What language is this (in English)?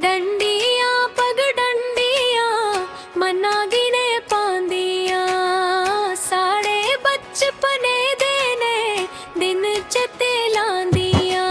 Dogri